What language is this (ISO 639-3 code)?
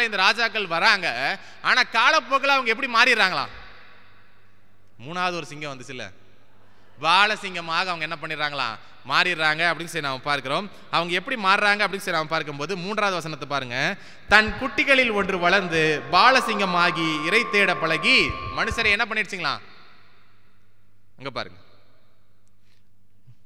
tam